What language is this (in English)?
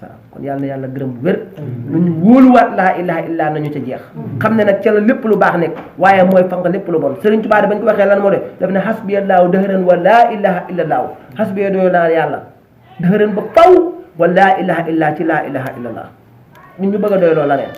Wolof